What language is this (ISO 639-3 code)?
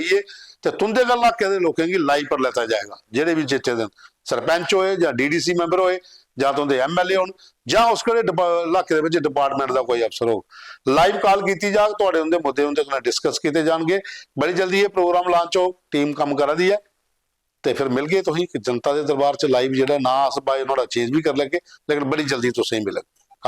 doi